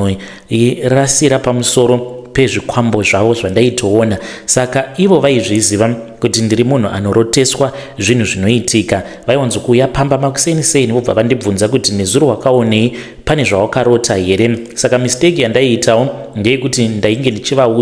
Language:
Shona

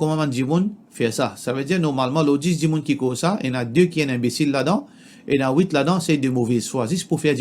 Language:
Morisyen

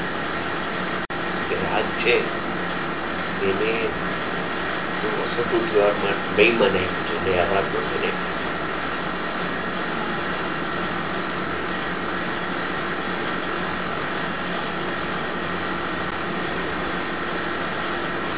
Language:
Gujarati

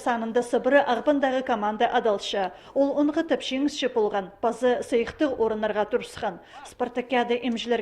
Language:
Khakas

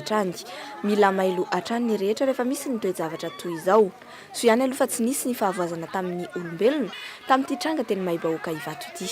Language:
Malagasy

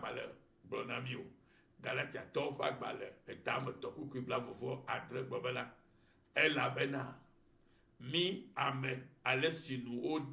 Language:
Ewe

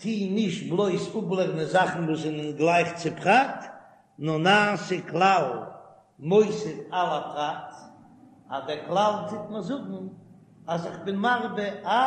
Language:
Yiddish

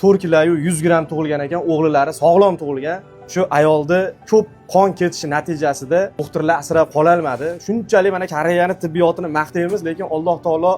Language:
Uzbek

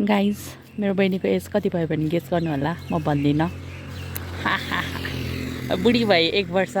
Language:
Nepali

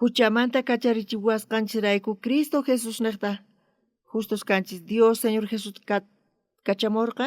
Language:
South Bolivian Quechua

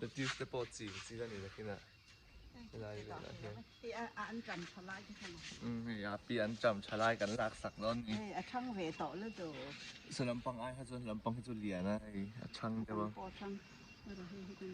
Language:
Mizo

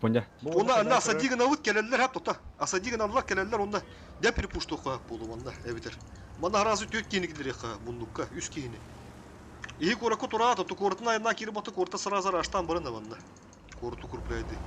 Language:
Yakut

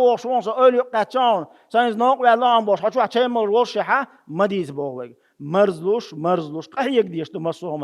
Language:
Chechen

